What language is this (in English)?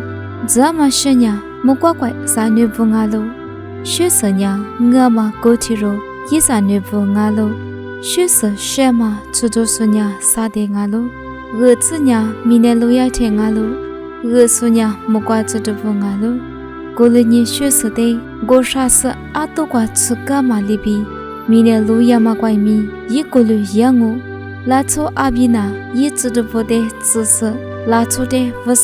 Lisu